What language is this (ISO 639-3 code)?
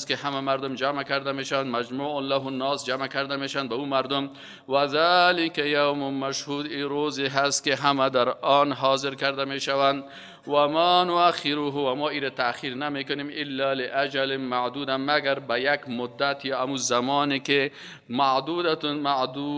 fas